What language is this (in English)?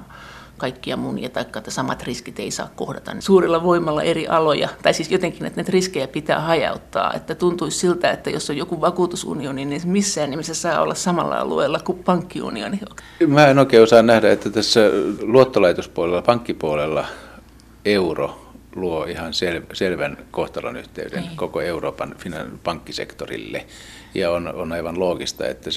Finnish